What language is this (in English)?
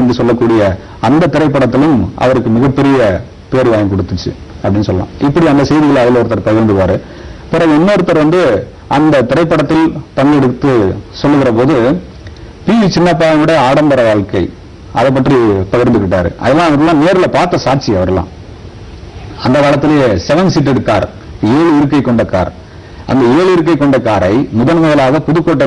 Tamil